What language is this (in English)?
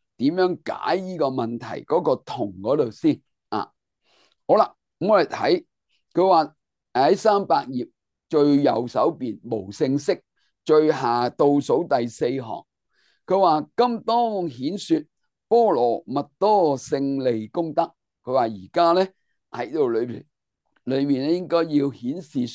Cantonese